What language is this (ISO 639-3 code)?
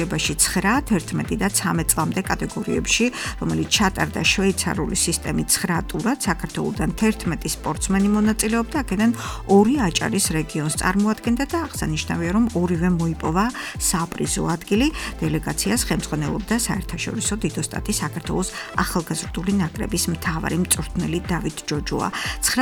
kat